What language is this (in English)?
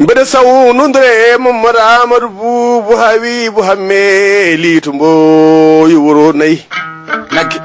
Fula